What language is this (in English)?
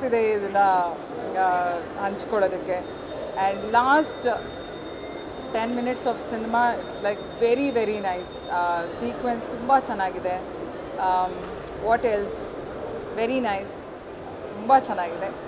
Kannada